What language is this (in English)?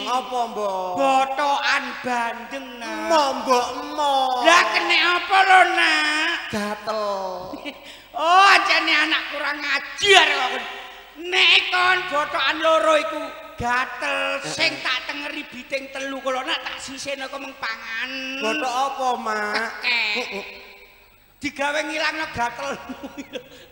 Javanese